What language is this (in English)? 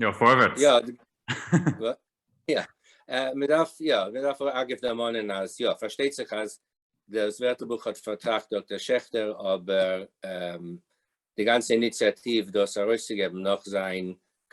Yiddish